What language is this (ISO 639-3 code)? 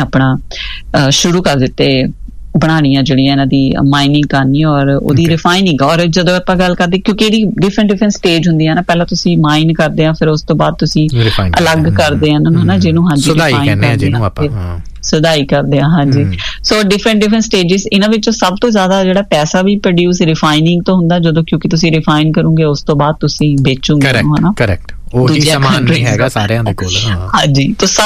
pan